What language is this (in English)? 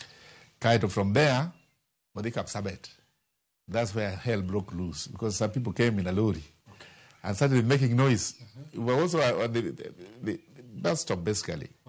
Luo (Kenya and Tanzania)